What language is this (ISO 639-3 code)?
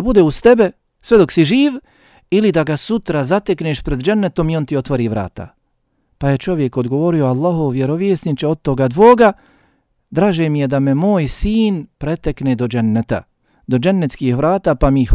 bos